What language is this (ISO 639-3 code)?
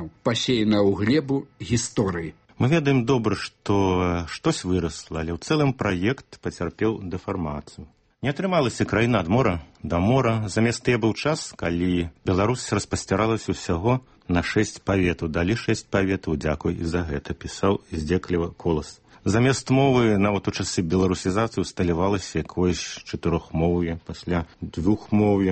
bel